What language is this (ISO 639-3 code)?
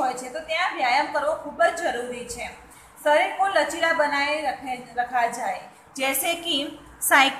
guj